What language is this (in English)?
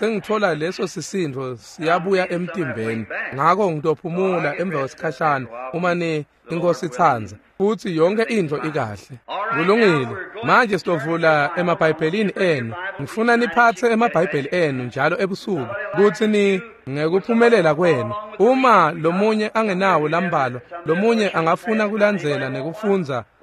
Swati